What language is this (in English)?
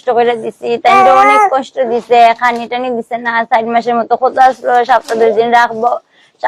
Sylheti